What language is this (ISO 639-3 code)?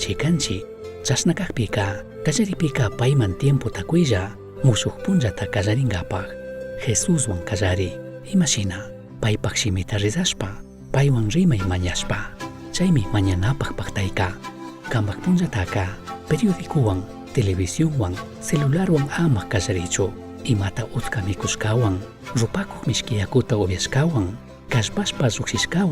qug